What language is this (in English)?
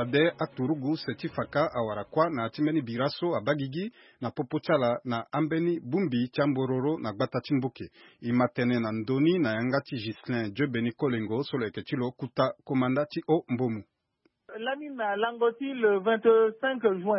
Sango